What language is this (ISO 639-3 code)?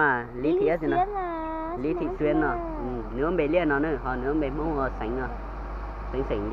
hmn